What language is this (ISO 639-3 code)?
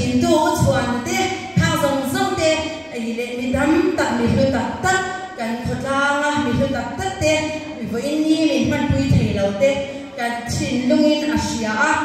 lus